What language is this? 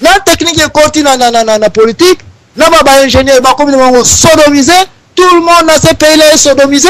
Lingala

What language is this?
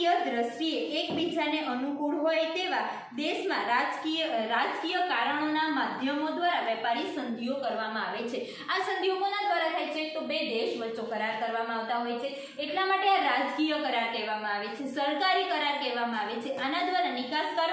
Gujarati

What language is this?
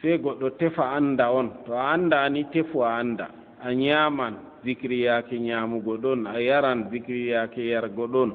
Fula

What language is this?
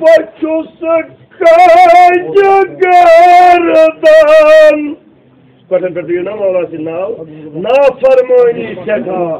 Kashmiri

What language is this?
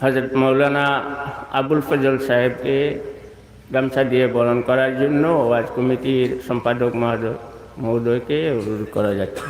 Sylheti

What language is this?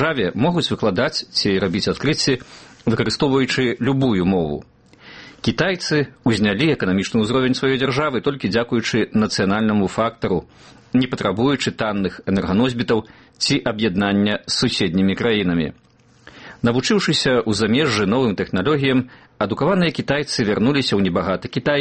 Belarusian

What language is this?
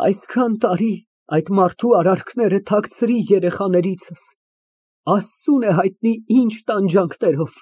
Armenian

